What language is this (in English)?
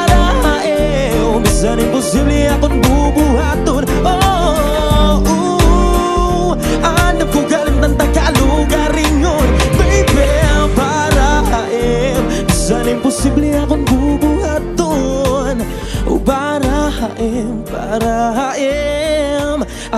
Waray